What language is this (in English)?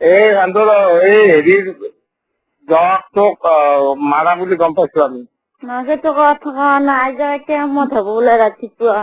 Assamese